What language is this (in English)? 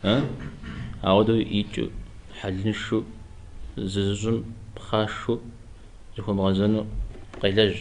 Kabardian